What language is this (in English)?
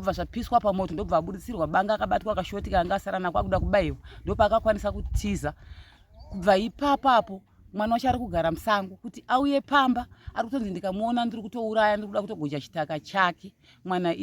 Shona